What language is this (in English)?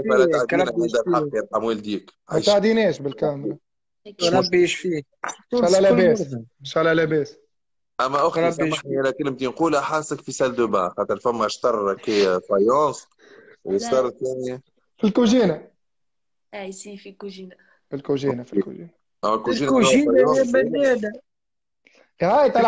Tunisian Arabic